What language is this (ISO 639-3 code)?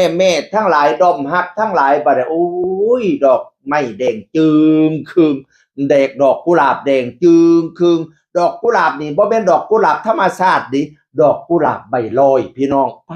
tts